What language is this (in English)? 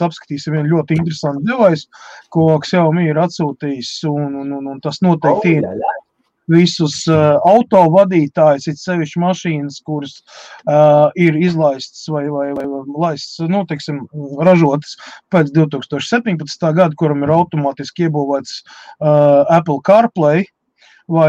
Latvian